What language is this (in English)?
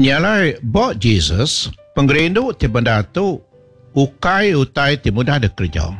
Iban